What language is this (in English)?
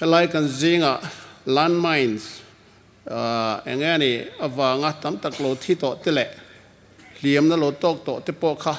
Hmar